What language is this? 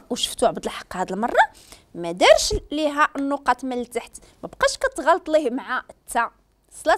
Moroccan Arabic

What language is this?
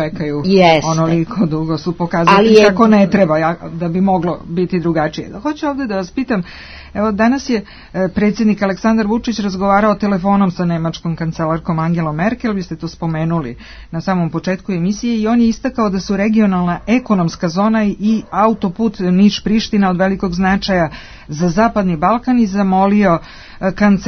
Serbian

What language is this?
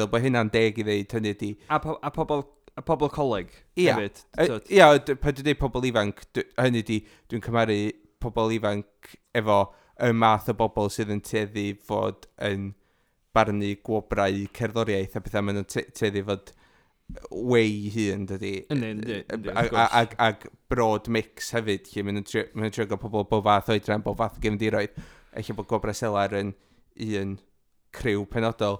Welsh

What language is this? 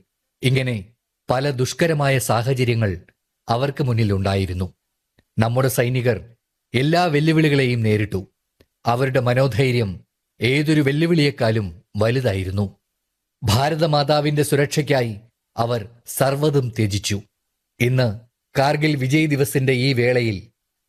Malayalam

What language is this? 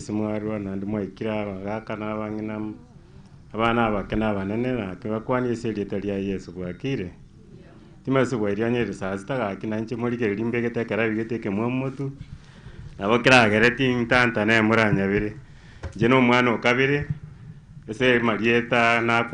Gusii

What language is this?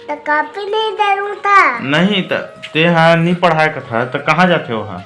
Chhattisgarhi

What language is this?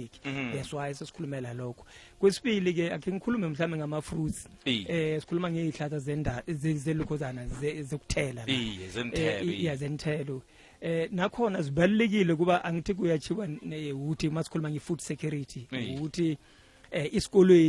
South Ndebele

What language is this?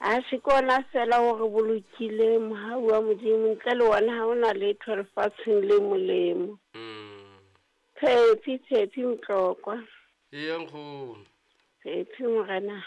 Southern Sotho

